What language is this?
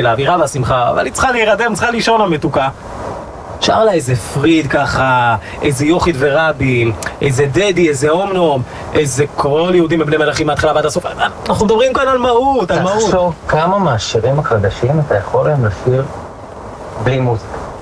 Hebrew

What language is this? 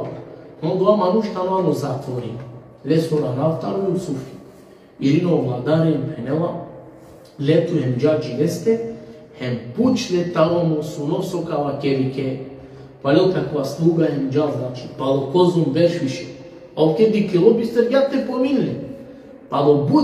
Balkan Romani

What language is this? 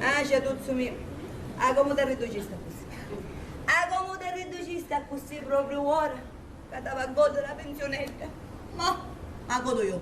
Sicilian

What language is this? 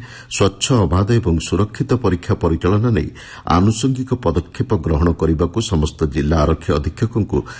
Odia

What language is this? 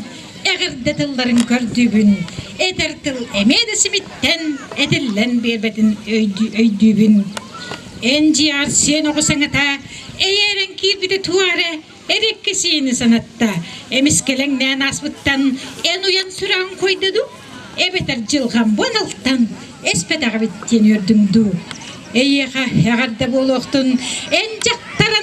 Yakut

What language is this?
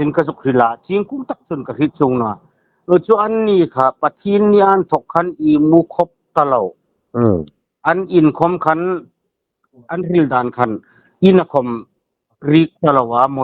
Hmar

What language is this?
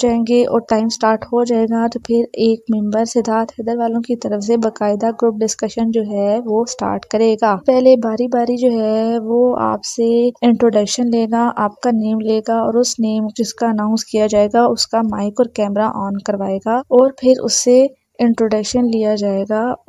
Hindi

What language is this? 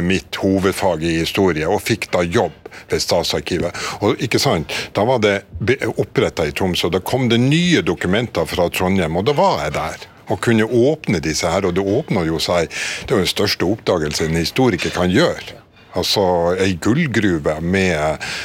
Norwegian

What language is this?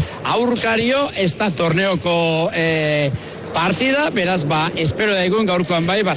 Basque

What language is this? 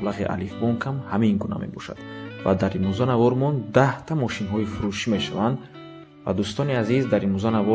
Tajik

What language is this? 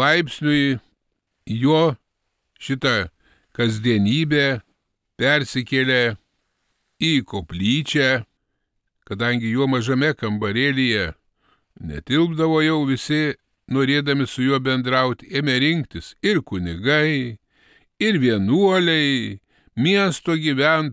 Lithuanian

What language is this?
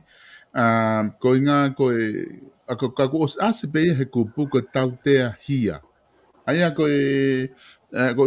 Tongan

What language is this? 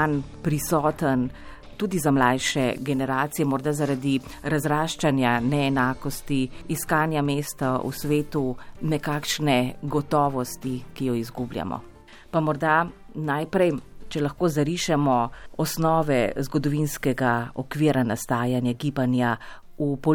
Slovenian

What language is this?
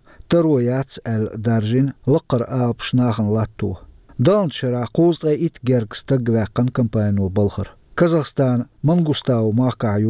Chechen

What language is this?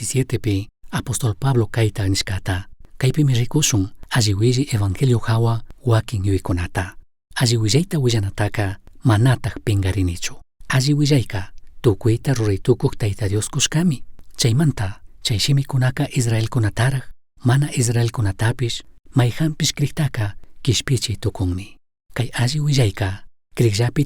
Chimborazo Highland Quichua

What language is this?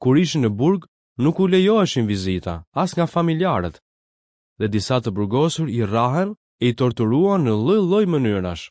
Albanian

